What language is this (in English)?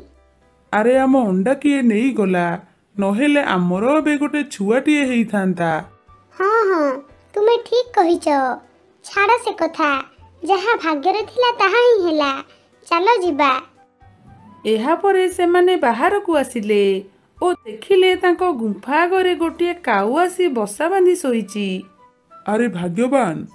Odia